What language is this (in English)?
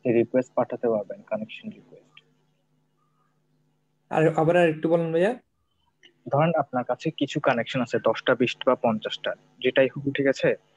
Bangla